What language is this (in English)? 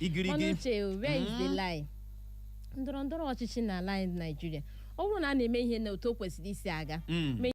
Igbo